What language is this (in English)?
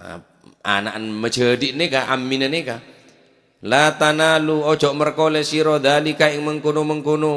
Madurese